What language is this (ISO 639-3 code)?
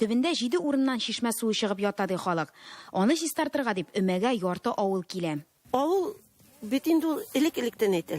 tat